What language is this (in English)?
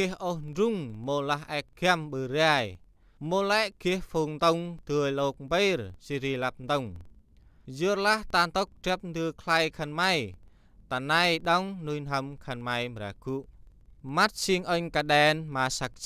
Central Mnong